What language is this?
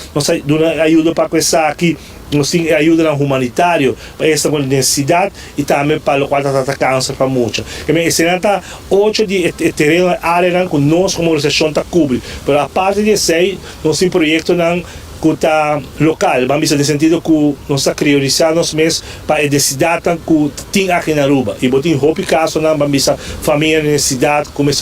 Papiamento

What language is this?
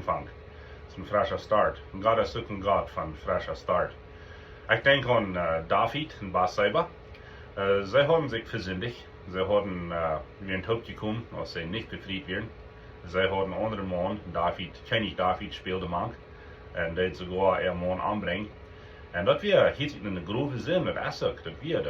Plautdietsch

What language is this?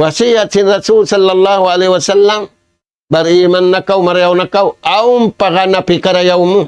Tausug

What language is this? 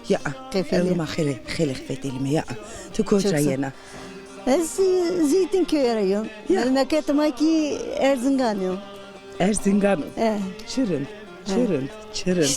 Zaza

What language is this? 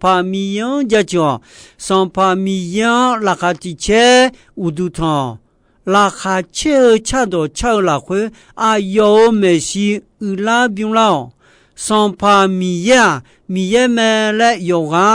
Akha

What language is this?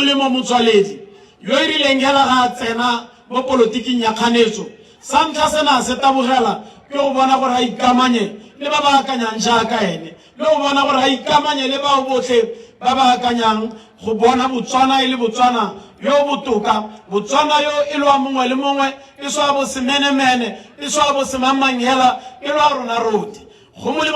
Tswana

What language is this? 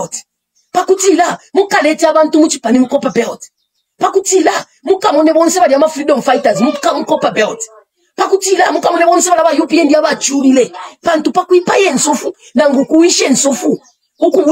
Bemba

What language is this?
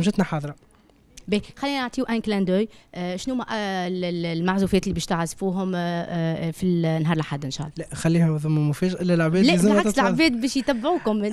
Tunisian Arabic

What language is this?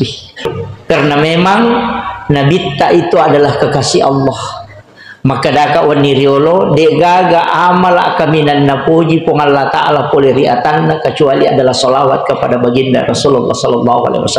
Buginese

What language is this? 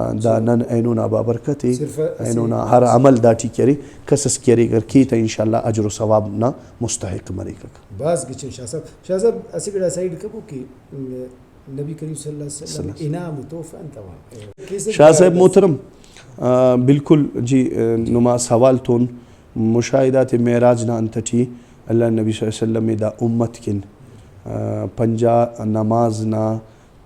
Brahui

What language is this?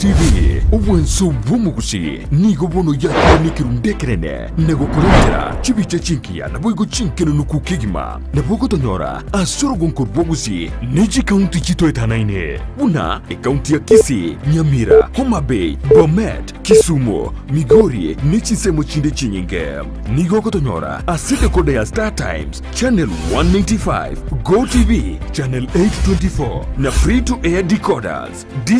Gusii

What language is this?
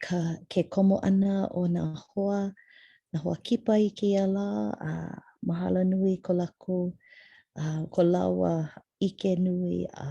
Hawaiian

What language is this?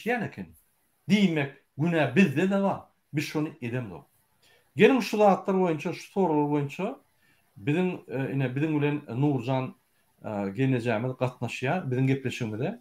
Turkmen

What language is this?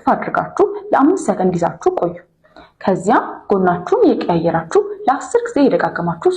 Amharic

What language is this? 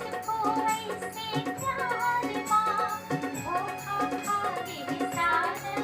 Chhattisgarhi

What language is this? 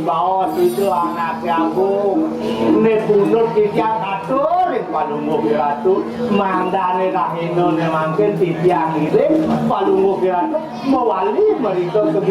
Balinese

